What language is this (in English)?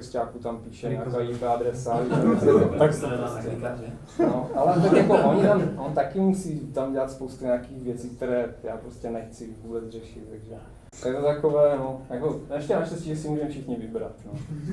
Czech